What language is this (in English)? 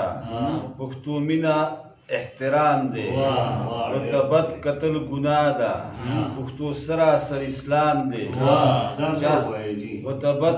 Pashto